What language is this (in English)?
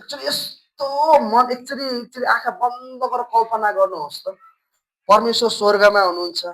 Nepali